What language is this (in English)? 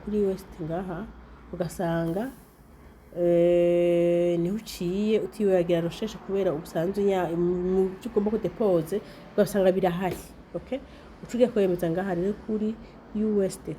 Rundi